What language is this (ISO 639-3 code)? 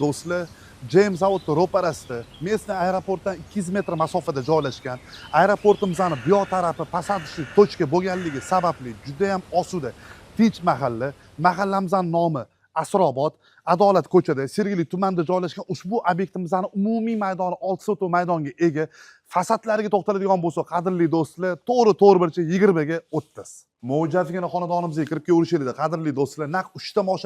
uzb